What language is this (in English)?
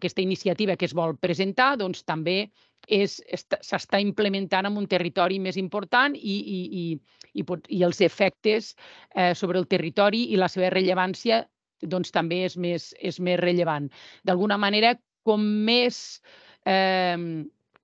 Catalan